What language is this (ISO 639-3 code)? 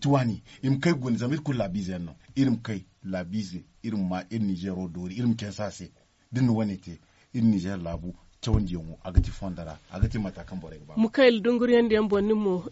dje